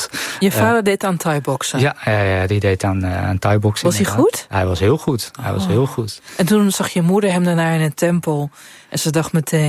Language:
Dutch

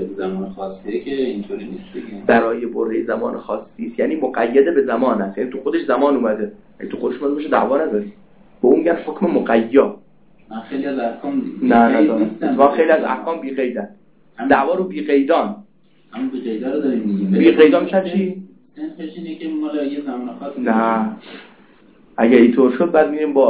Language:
Persian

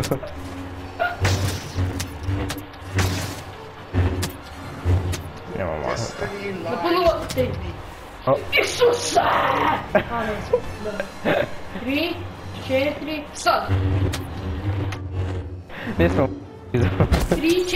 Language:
Croatian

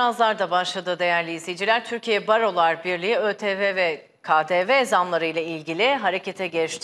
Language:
Turkish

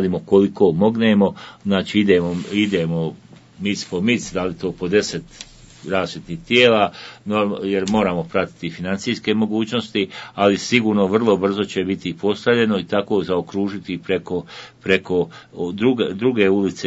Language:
Bosnian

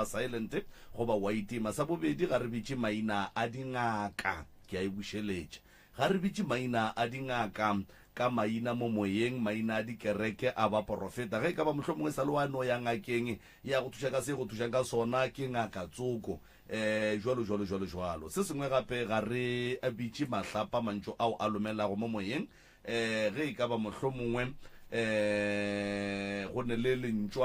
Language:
Northern Sotho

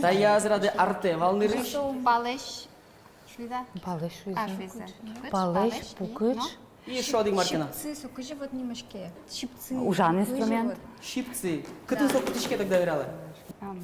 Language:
Udmurt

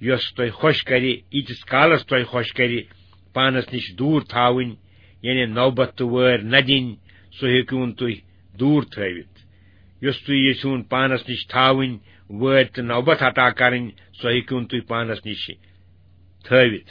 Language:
Kashmiri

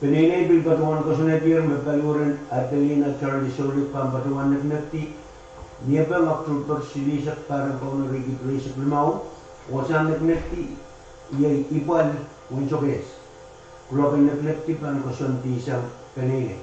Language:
Pohnpeian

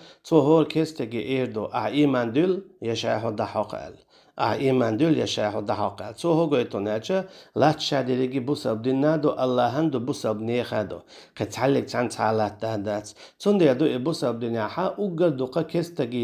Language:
Chechen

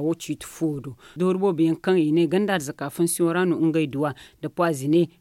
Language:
Zarma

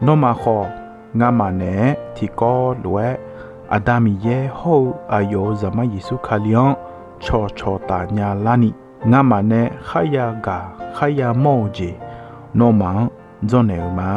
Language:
Akha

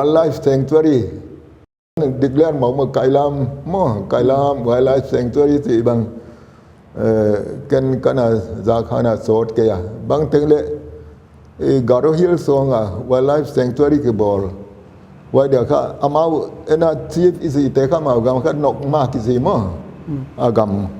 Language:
Paite Chin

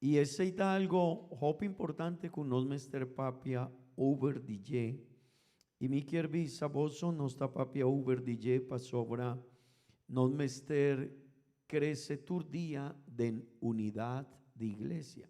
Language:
Papiamento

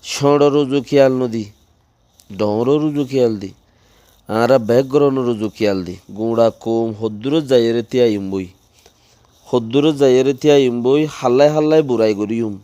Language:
Rohingya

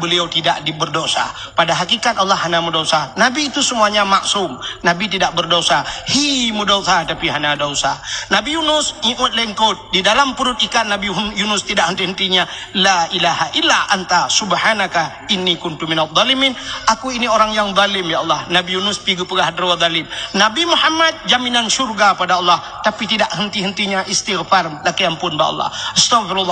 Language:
Achinese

